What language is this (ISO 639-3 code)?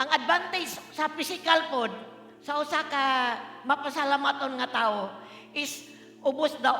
ceb